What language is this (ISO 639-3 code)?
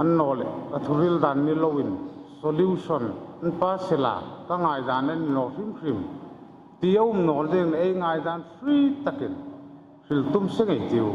hmr